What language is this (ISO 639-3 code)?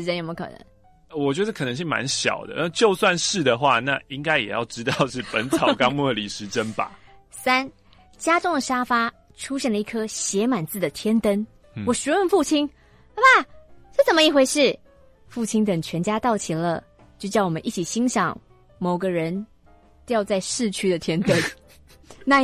zho